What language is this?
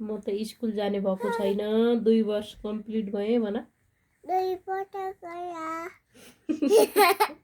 Nepali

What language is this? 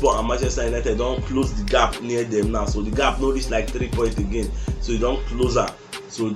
Nigerian Pidgin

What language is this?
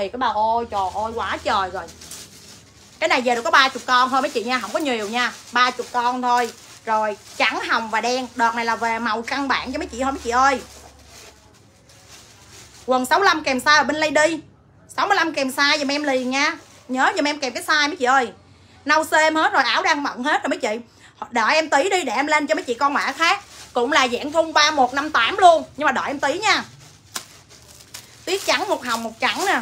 Vietnamese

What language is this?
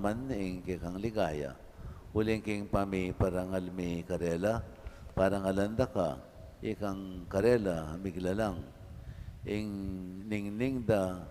Pampanga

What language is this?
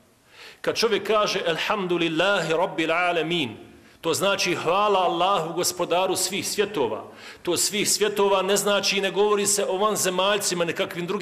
Bosnian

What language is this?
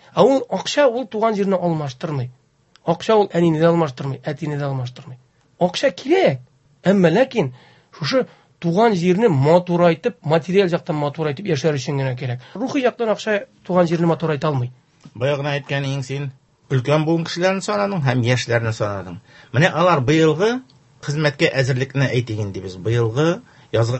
Tatar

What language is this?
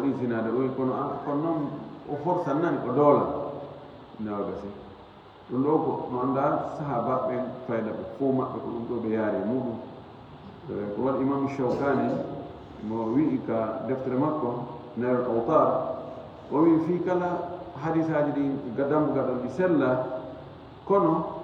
Fula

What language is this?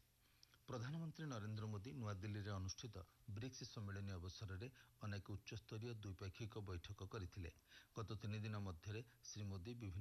Odia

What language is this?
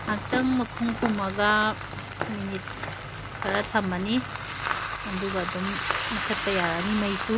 Manipuri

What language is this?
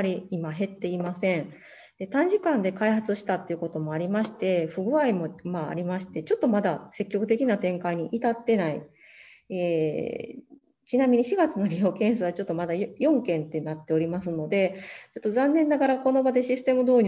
Japanese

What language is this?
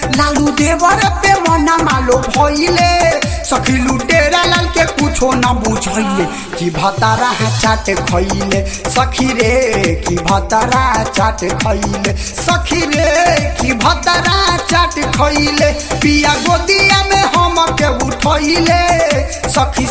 Bhojpuri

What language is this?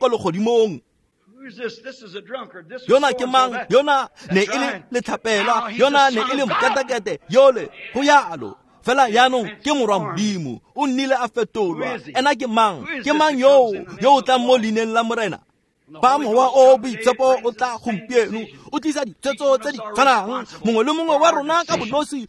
Tswana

